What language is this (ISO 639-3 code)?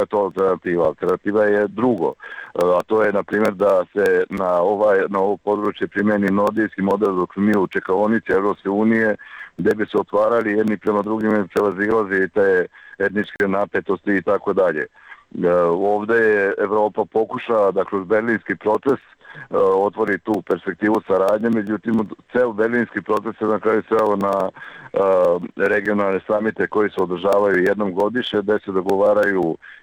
srp